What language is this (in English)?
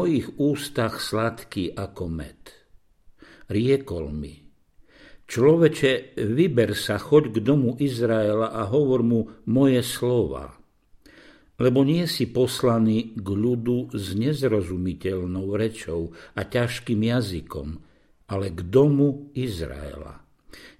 Slovak